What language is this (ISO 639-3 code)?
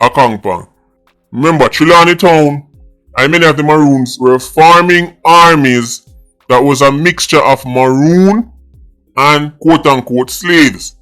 jam